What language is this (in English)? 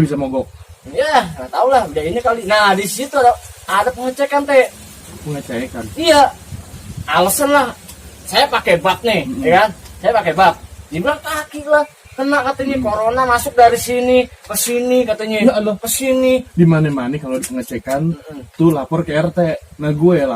Betawi